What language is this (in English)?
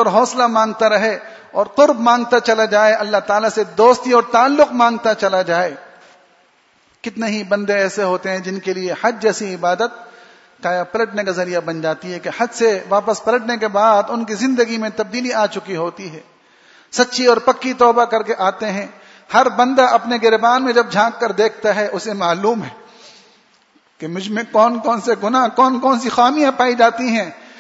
Urdu